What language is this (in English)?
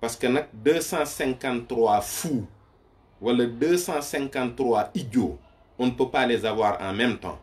Wolof